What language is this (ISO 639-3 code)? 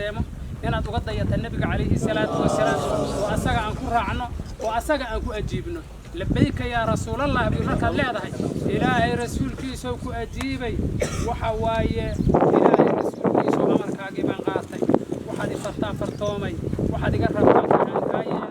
som